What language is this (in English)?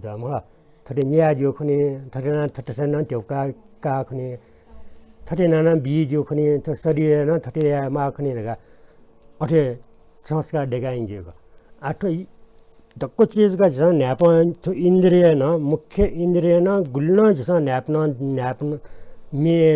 Newari